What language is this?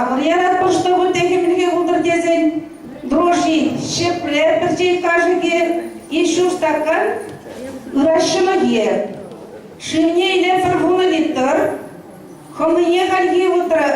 Chuvash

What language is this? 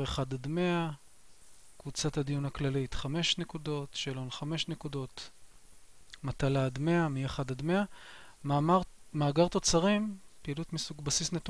Hebrew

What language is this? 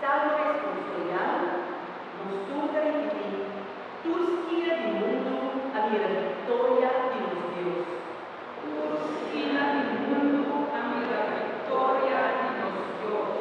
Papiamento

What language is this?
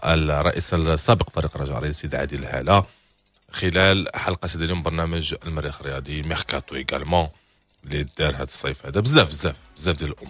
Moroccan Arabic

